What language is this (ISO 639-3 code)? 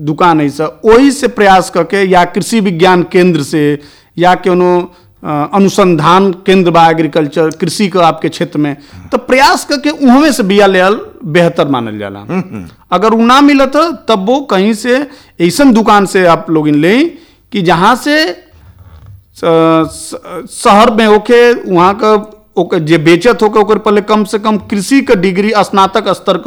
bho